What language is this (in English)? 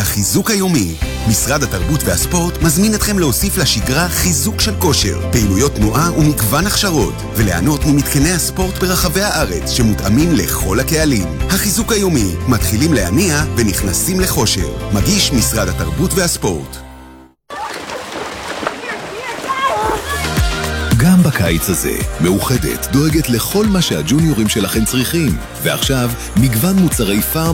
Hebrew